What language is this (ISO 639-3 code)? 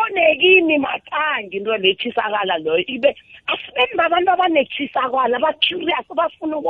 nbl